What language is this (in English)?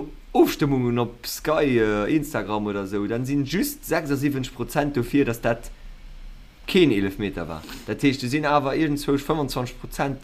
Luxembourgish